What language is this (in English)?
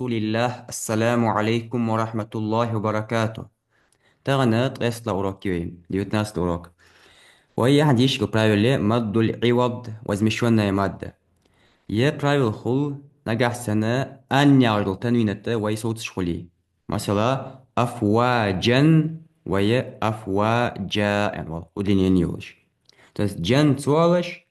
Ingush